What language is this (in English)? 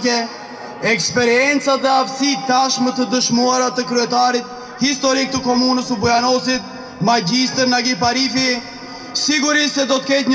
Albanian